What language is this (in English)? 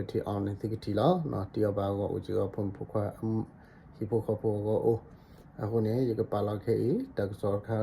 S'gaw Karen